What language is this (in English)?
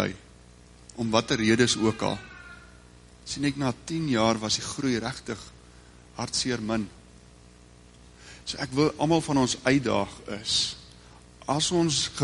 Afrikaans